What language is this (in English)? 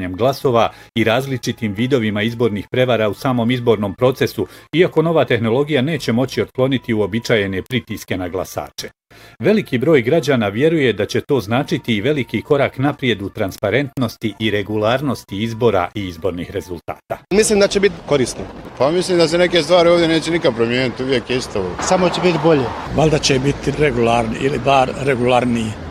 Bosnian